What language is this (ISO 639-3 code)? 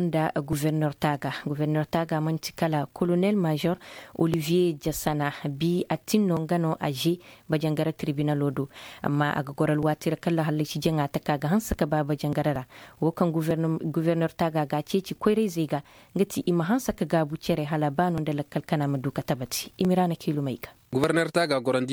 dje